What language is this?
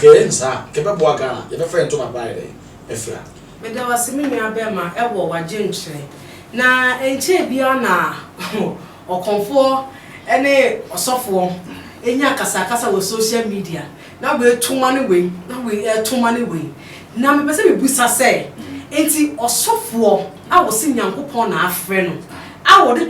Akan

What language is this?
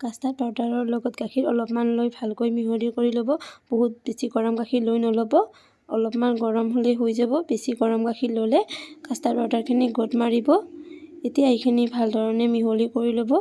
Assamese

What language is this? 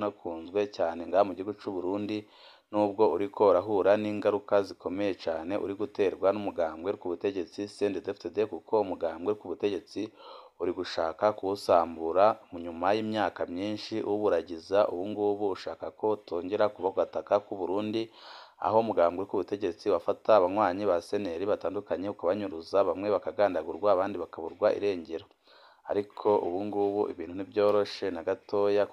Rundi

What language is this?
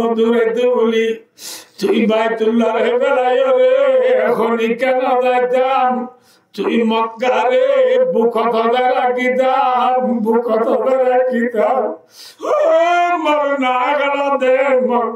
Rohingya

